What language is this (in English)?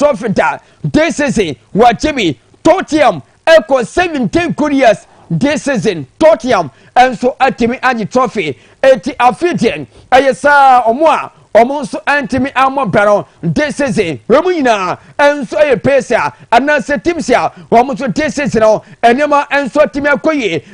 Akan